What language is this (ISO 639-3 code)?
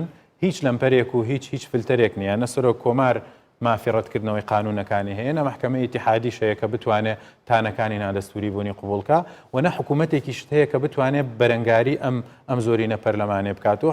ckb